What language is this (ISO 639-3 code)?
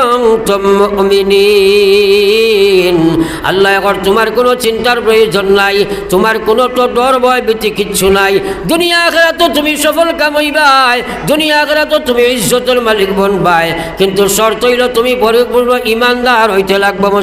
syl